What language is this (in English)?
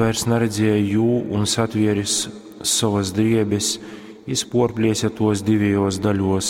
Latgalian